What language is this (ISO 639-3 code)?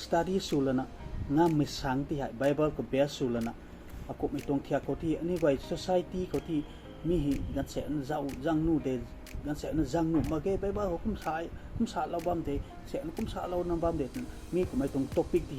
nbu